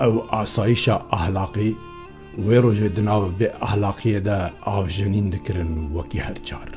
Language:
Kurdish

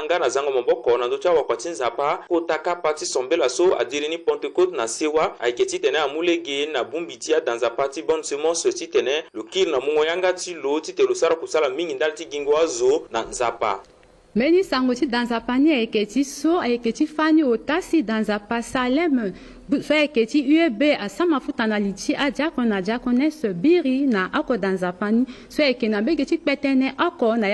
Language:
Sango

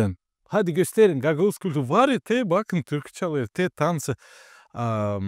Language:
Gagauz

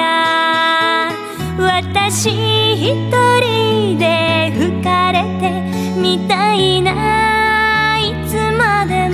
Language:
Japanese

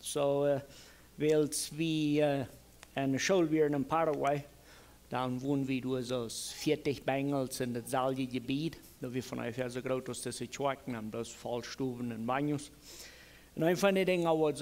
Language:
Plautdietsch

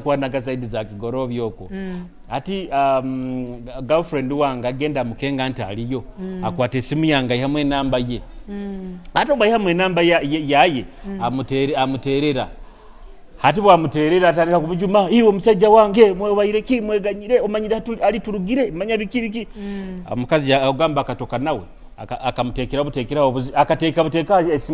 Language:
Nyoro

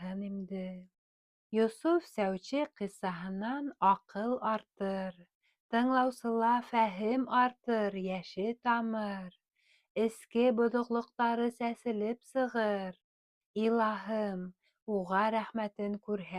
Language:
Bashkir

